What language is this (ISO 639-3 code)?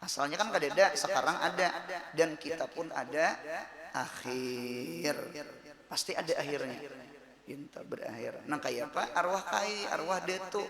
bjn